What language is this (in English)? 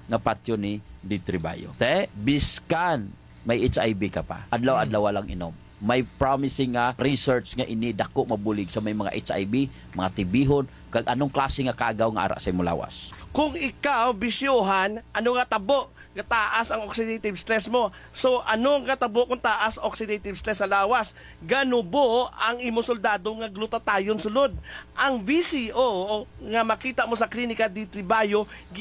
Hiligaynon